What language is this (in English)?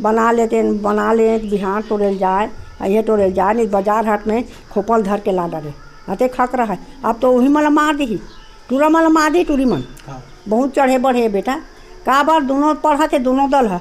Chhattisgarhi